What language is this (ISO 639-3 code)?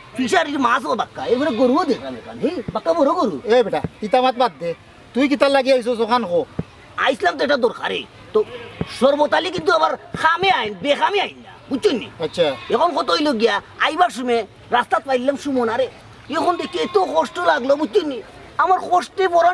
syl